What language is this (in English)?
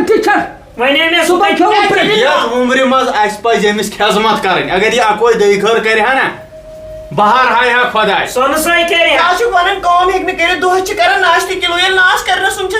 Kashmiri